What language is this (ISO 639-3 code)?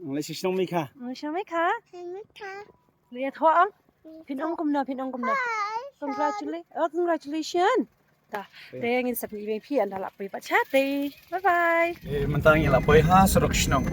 kha